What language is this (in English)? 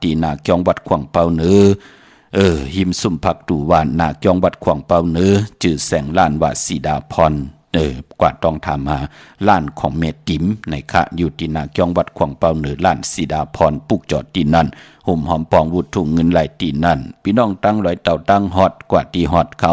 Shan